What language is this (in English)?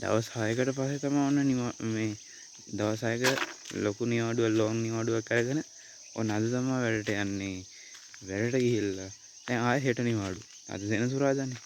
Sinhala